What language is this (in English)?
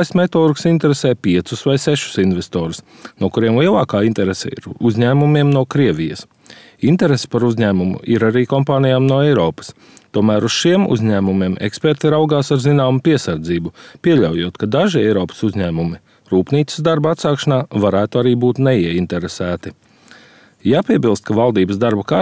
Latvian